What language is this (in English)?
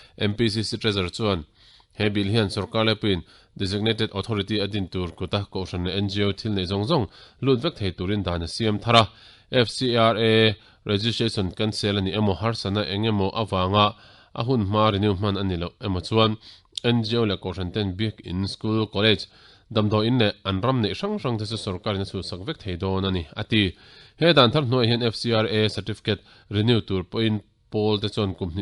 Mizo